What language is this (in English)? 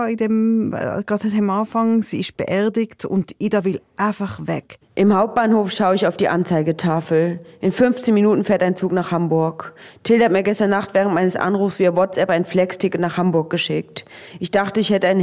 Swiss German